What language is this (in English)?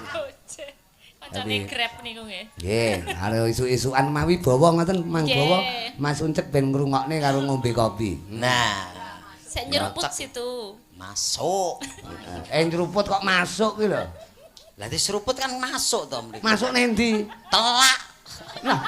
Javanese